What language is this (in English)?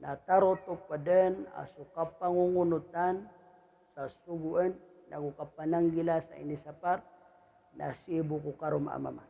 Maranao